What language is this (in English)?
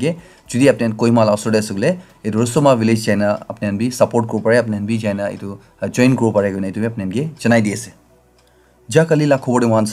Naga Pidgin